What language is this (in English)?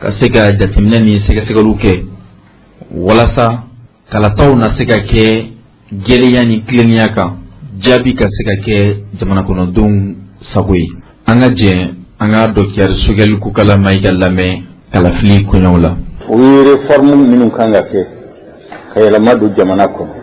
Bambara